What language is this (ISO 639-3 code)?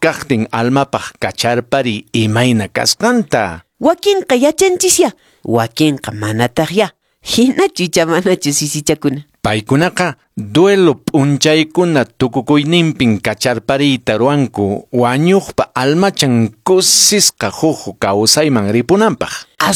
que